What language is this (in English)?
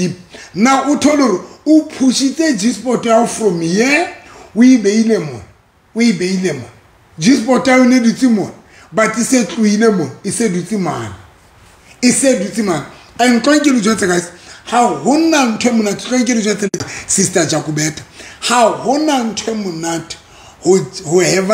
Southern Sotho